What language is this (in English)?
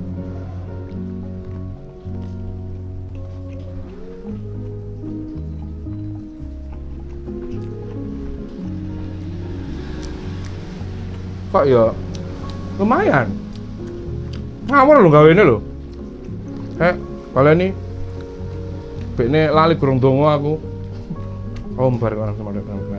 Javanese